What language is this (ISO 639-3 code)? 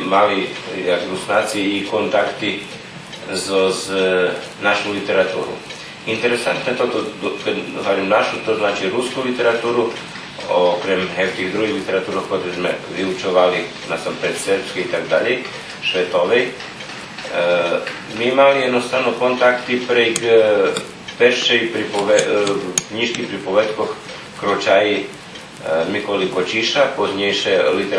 rue